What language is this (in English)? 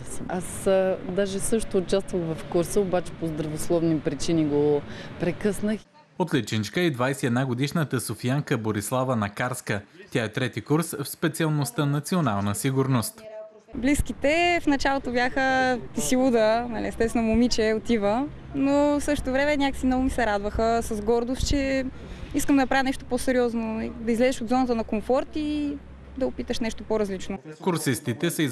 Bulgarian